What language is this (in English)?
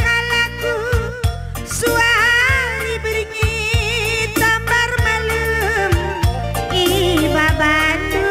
Batak Karo